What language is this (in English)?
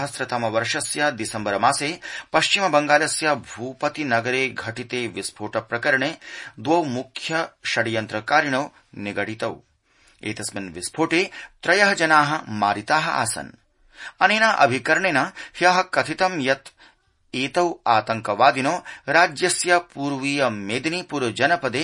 Sanskrit